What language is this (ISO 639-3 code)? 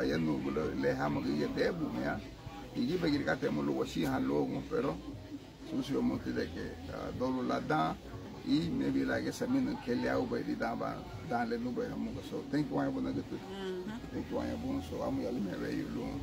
cab